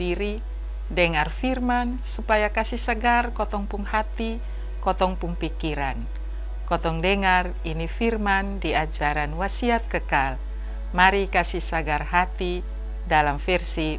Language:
Kupang Malay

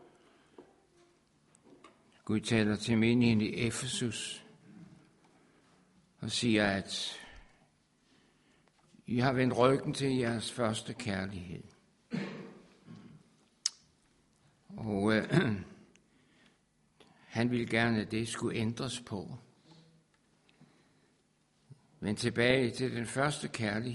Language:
Danish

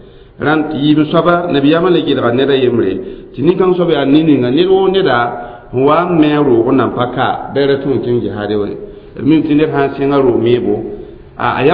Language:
Mossi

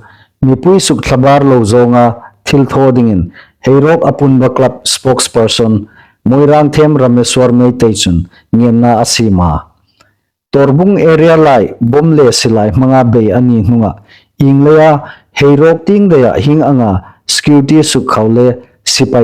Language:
Hmar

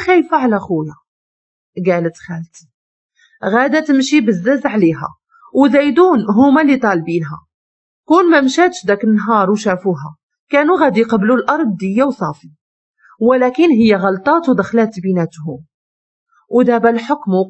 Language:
Moroccan Arabic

